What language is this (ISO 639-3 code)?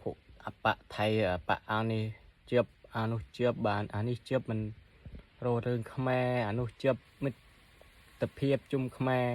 khm